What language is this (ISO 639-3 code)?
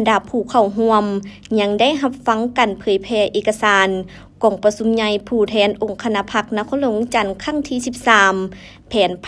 lao